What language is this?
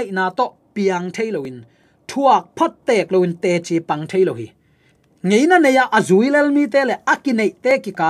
Tedim Chin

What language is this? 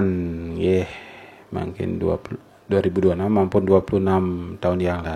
Balinese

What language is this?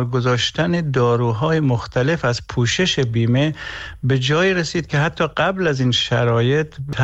Persian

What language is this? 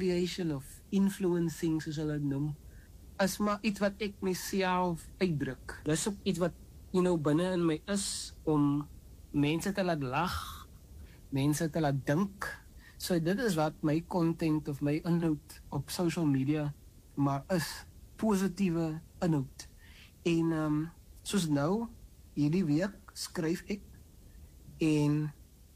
Afrikaans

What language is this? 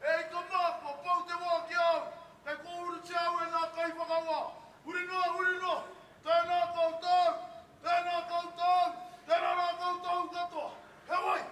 Māori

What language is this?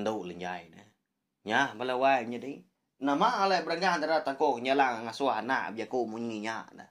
Iban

